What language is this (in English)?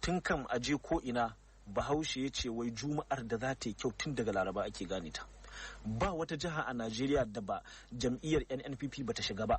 Hausa